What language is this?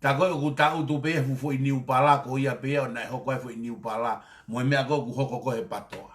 Tongan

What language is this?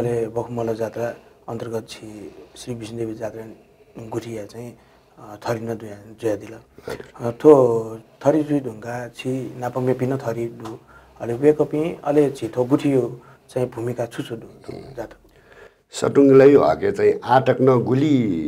Newari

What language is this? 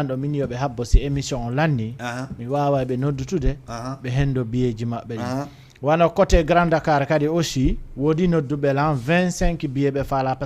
Fula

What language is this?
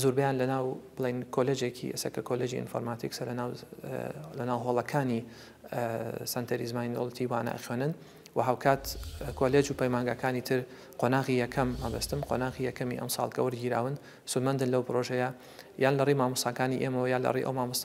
Central Kurdish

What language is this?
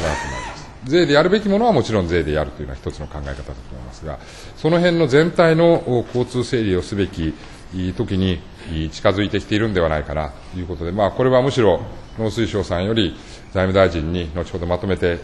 Japanese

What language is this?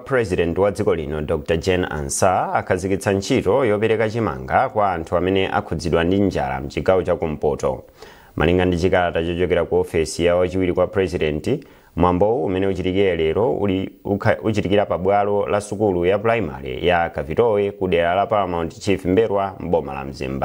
Nyanja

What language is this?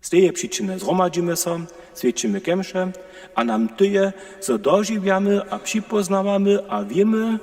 Upper Sorbian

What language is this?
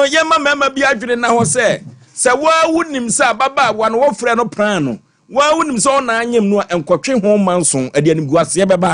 Akan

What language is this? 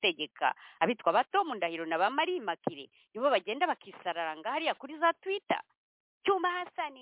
Kinyarwanda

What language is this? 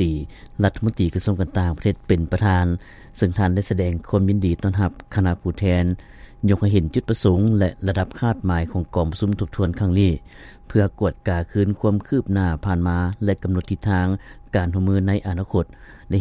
Lao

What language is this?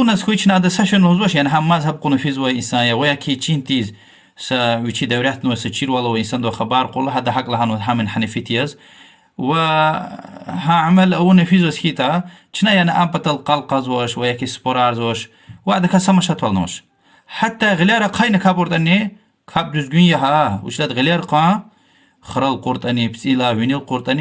Lezghian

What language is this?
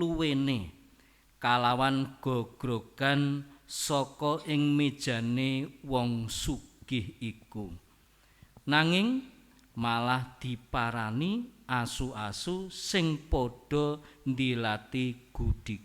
Javanese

